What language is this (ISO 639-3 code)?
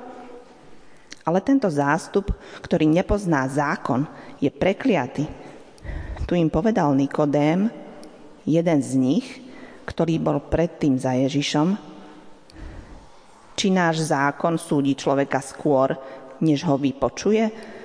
slk